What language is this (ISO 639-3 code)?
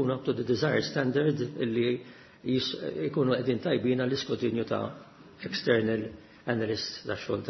mlt